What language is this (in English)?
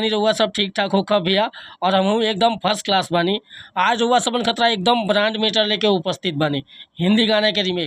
Bhojpuri